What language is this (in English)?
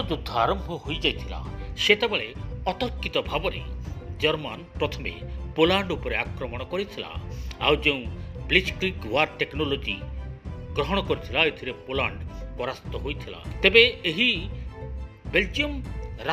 Odia